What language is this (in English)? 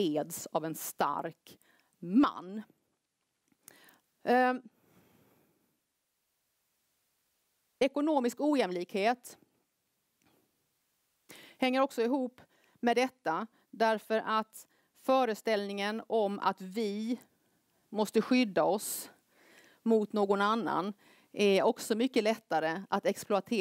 Swedish